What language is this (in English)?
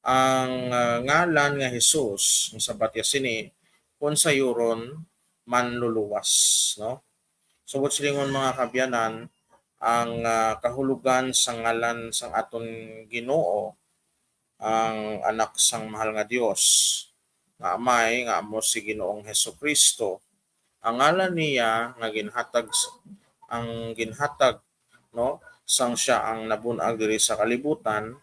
Hiligaynon